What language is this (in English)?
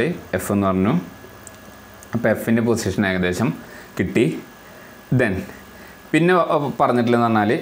Malayalam